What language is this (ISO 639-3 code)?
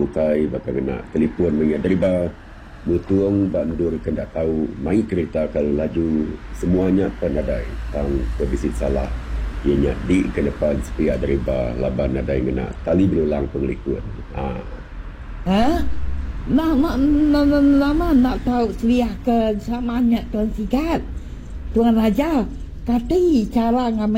iba